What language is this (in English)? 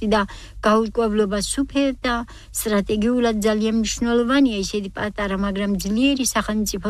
Georgian